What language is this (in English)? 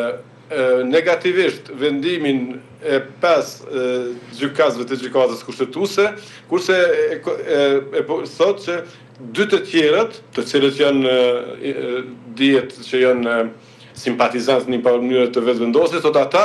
Albanian